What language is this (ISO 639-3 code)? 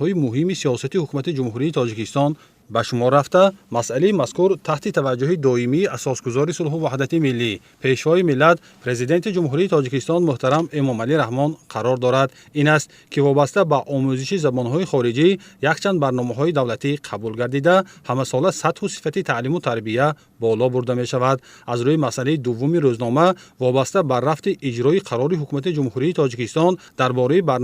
tgk